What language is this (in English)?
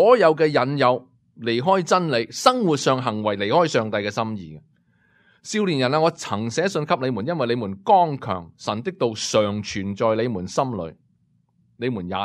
Cantonese